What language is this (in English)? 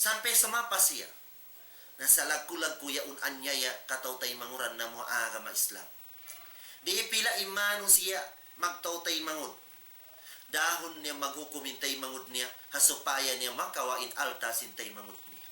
Tausug